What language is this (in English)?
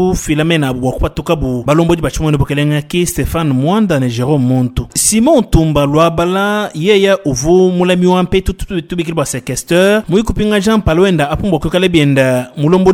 Luba-Lulua